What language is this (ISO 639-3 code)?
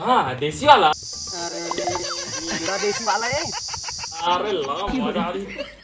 hne